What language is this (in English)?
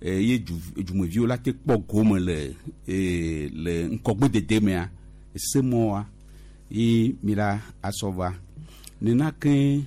Gen